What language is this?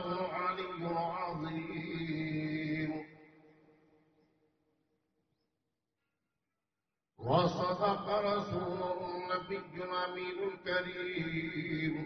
Urdu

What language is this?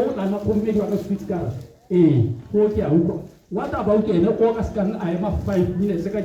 Tswana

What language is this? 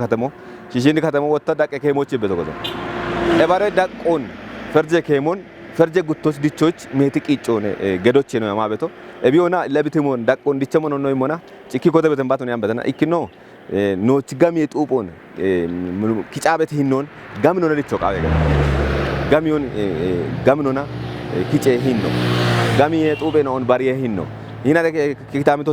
Kafa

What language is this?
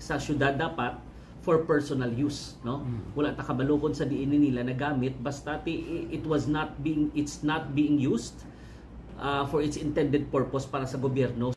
Hiligaynon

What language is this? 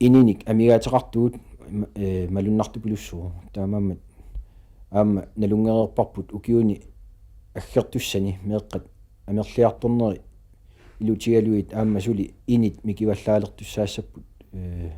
Kalaallisut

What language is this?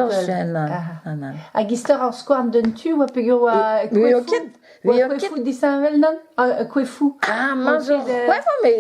Breton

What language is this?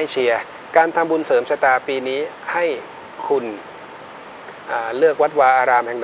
Thai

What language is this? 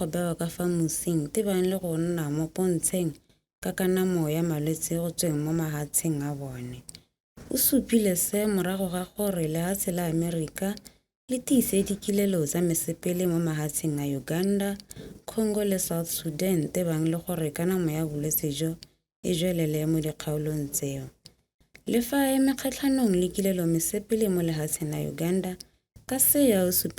Tswana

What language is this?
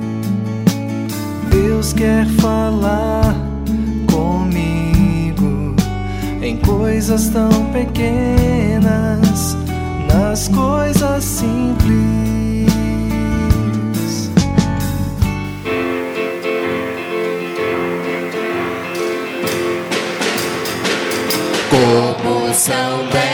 Portuguese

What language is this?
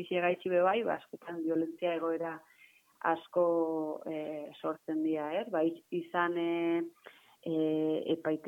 Basque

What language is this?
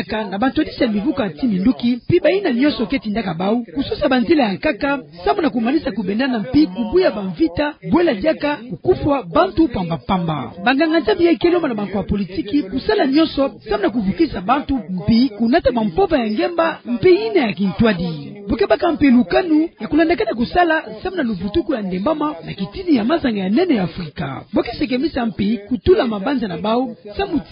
Kituba (Democratic Republic of Congo)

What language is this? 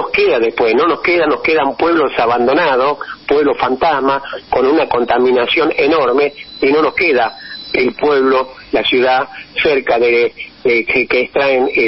Spanish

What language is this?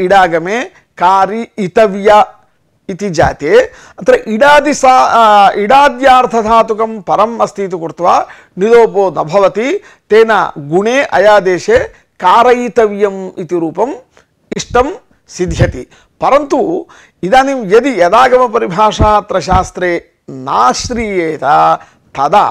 Sanskrit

